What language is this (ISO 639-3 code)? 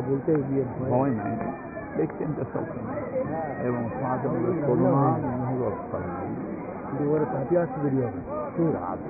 ben